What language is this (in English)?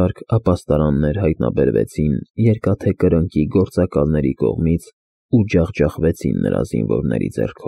Armenian